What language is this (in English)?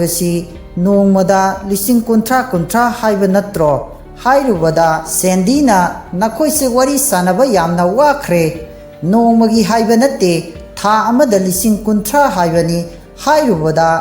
Manipuri